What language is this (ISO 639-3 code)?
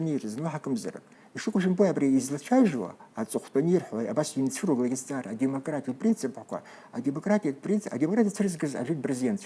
abk